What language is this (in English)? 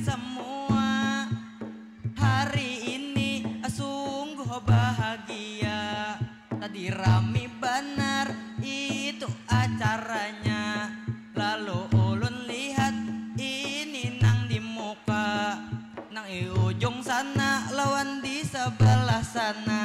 Banjar